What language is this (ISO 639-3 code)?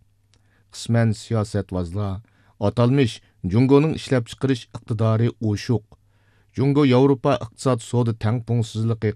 uig